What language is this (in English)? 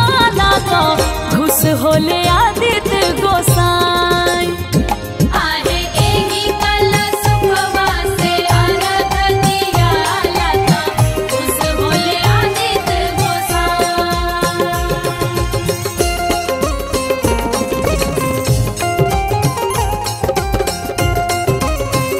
Bhojpuri